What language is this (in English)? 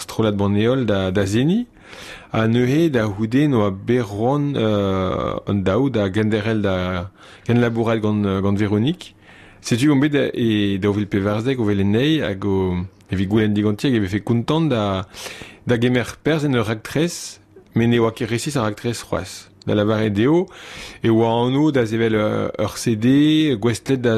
Breton